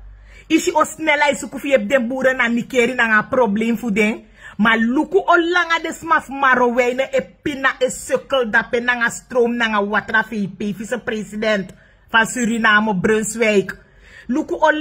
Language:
Sranan Tongo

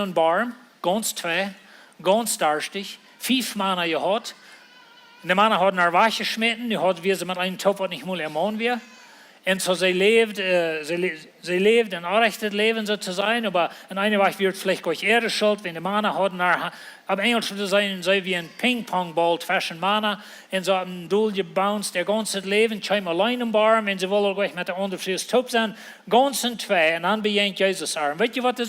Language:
Plautdietsch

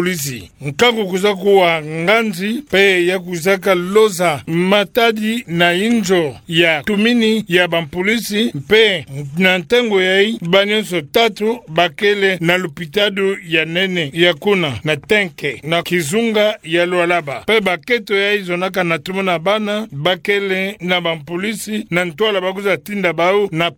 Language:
Kituba (Democratic Republic of Congo)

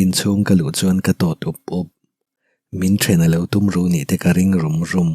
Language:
Mizo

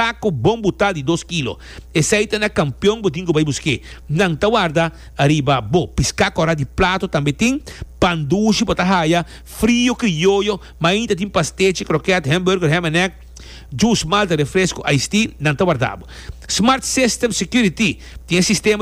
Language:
Papiamento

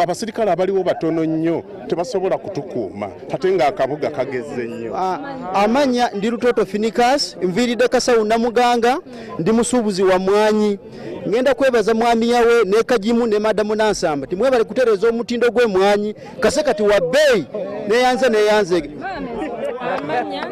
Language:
Ganda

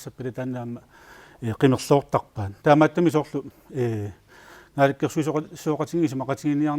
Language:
Kalaallisut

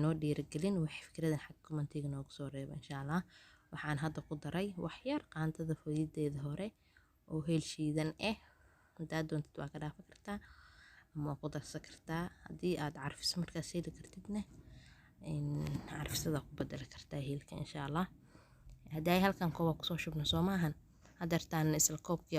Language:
Somali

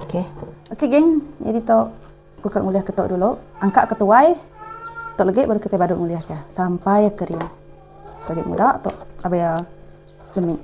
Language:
Iban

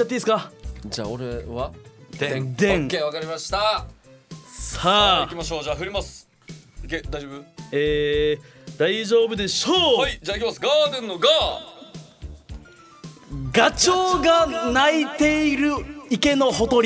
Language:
Japanese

